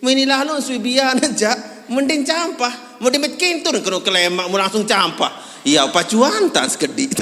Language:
Sasak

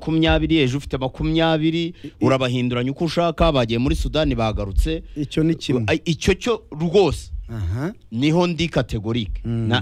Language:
Kinyarwanda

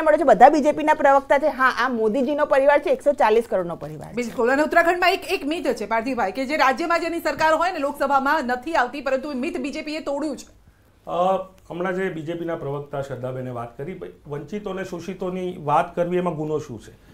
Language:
Gujarati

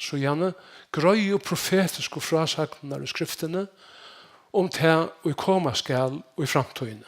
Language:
Faroese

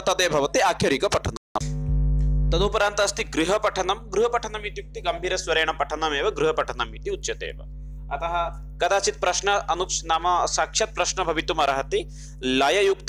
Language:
Sanskrit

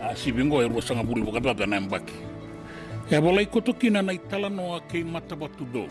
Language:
Fijian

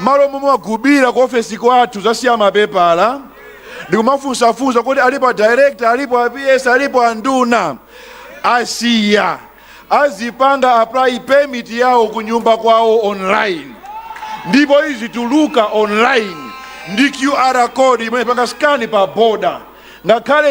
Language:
Nyanja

